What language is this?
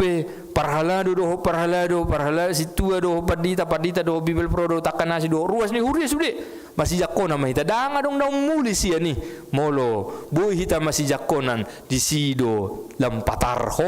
Batak Toba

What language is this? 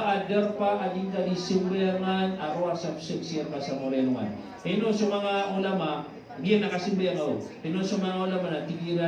Maranao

